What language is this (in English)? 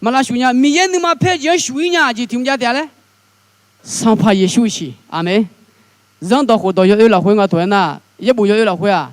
Akha